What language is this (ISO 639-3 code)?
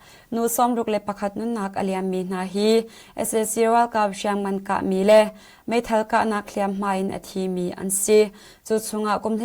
cnh